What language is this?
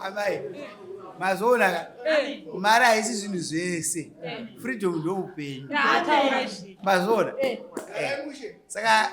Shona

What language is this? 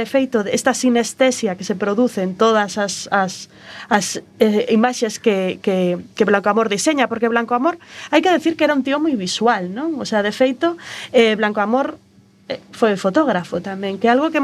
Galician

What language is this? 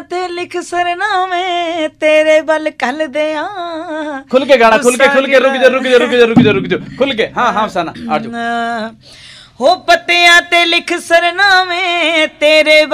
Punjabi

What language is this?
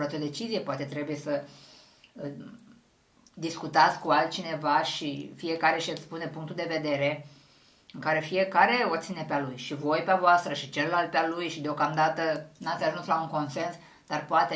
Romanian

